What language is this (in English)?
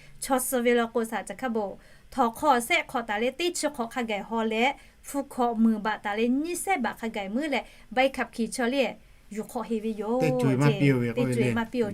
Lahu